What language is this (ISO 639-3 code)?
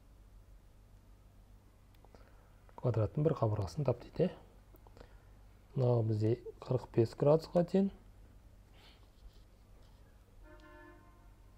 kaz